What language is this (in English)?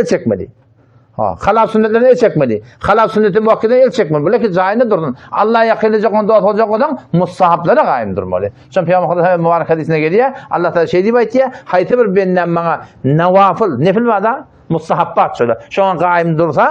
Turkmen